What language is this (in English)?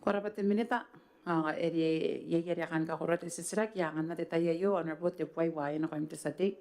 Gilbertese